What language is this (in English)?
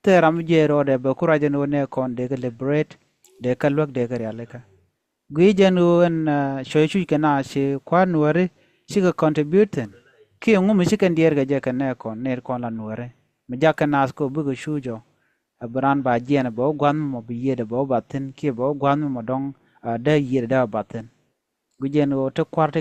Nuer